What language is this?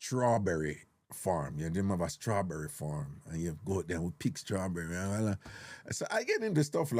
Jamaican Creole English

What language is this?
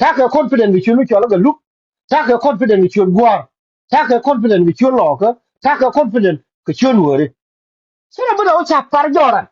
Nuer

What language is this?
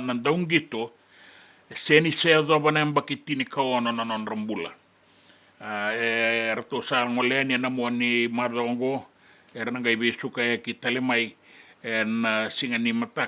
Fijian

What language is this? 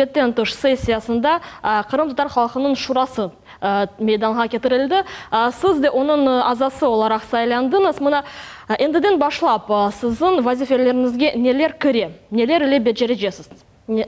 Crimean Tatar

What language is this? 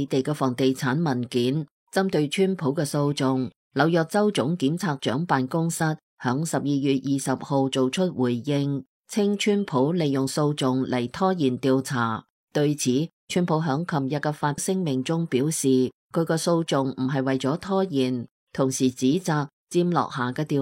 Cantonese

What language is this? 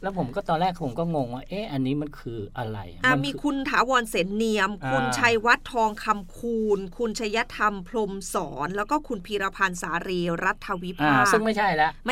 Thai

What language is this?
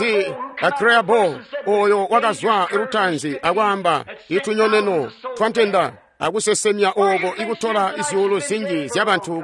Tonga (Zambia)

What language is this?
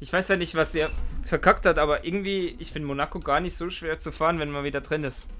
Swiss German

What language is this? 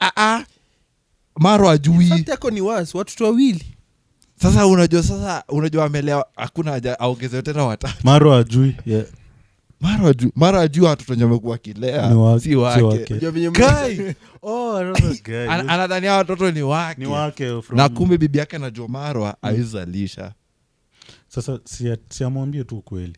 Swahili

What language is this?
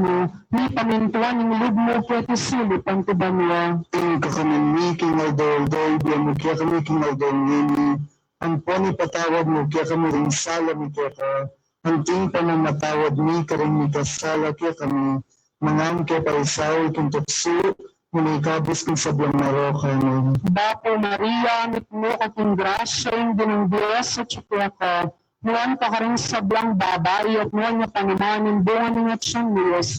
Pampanga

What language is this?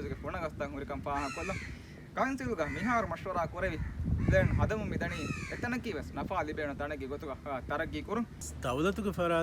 Divehi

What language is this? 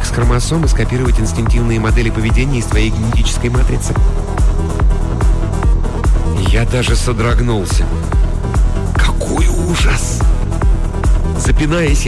Russian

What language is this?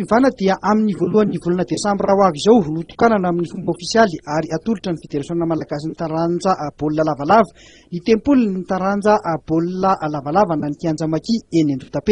Malagasy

